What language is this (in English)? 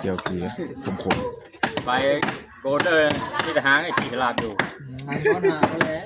Northeastern Thai